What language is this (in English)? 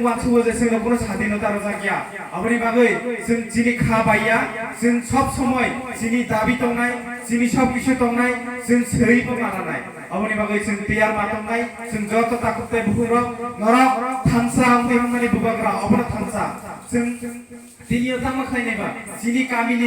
Kok Borok